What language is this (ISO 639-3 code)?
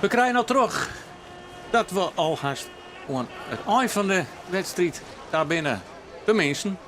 fry